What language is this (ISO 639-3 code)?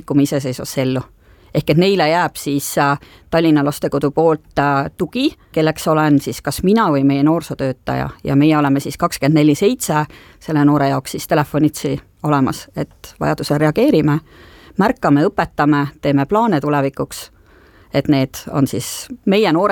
est